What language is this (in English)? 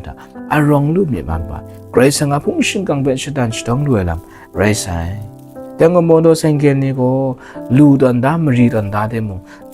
Kachin